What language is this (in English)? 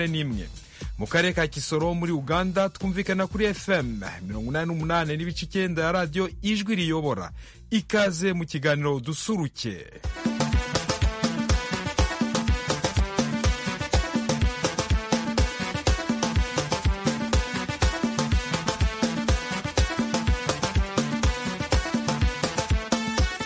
Kinyarwanda